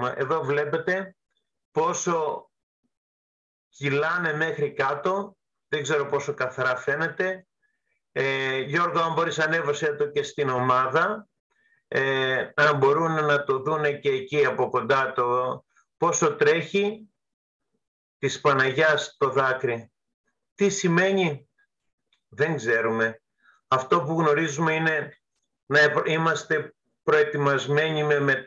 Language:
Greek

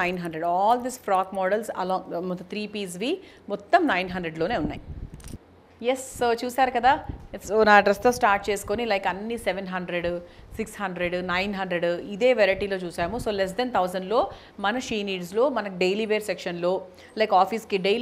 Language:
Telugu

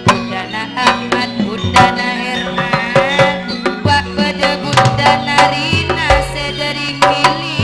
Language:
Madurese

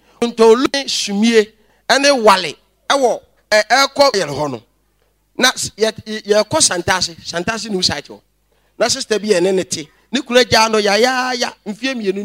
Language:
Akan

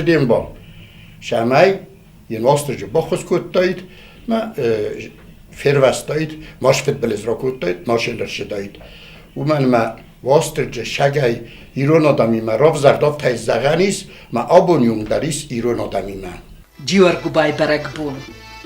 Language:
Ossetic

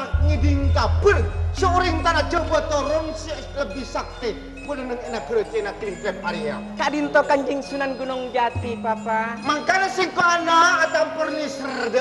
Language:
Madurese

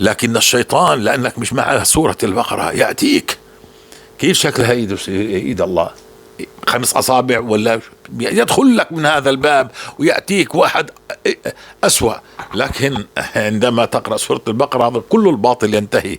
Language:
North Levantine Arabic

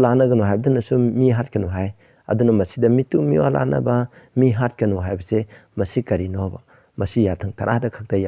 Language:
Manipuri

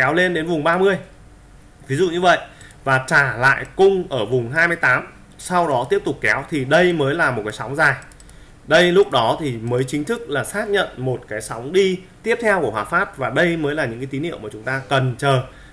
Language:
Vietnamese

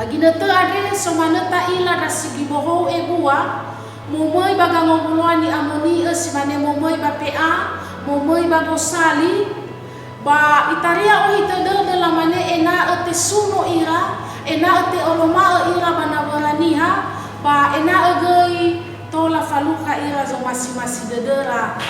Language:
Nias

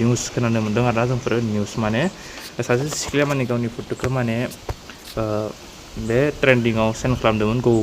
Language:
Bodo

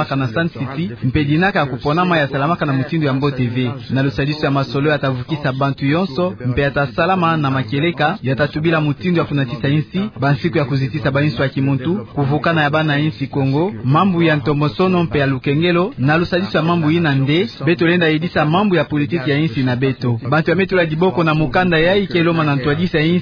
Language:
Kituba (Democratic Republic of Congo)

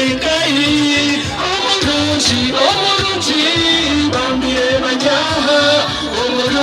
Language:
Nyankole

